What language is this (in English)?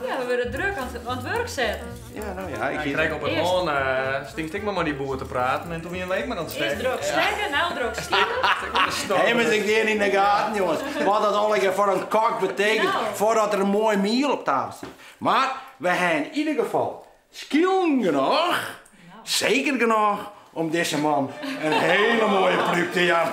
Western Frisian